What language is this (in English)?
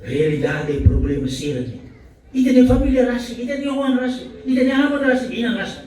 Tetum